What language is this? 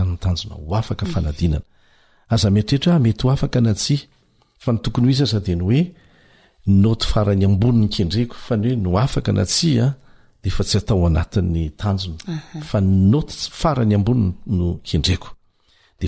Malagasy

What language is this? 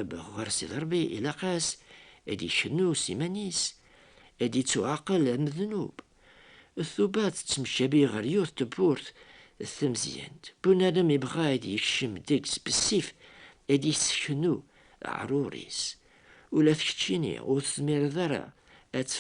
Kabyle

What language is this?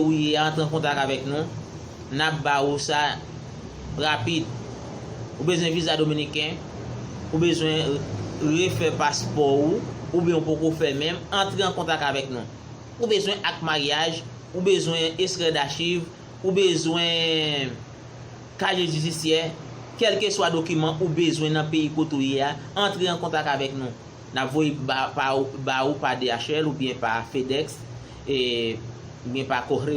Haitian Creole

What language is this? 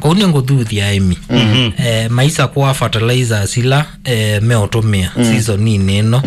Kamba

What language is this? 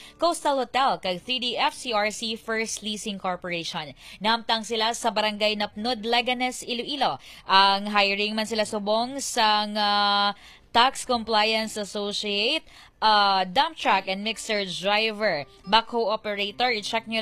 Hiligaynon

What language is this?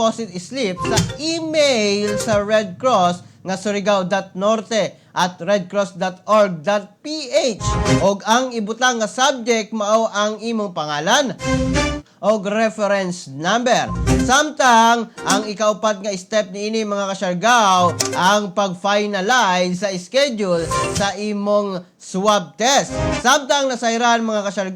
Cebuano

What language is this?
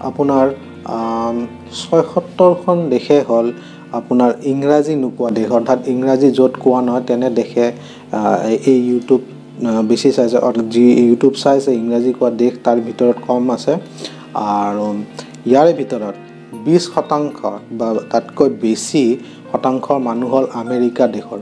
Assamese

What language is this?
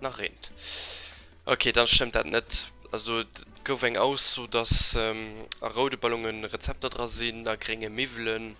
Luxembourgish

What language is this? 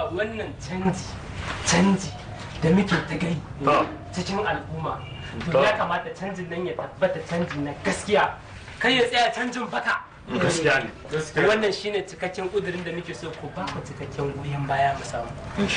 Hausa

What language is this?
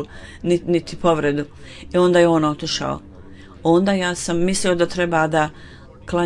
Bosnian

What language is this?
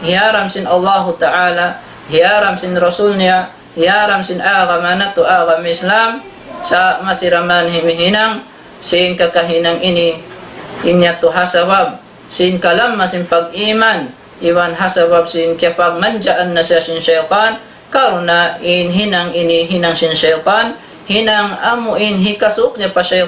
Tausug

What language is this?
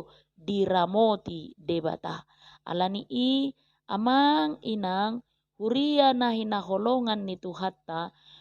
Batak Toba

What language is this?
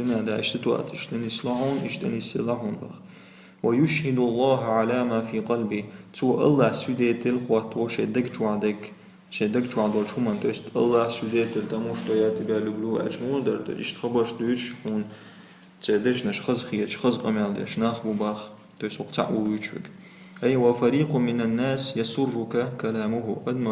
Chechen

